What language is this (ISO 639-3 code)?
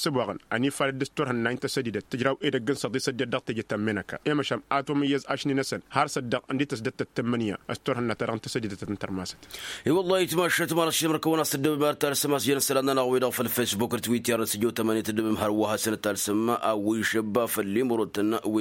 taq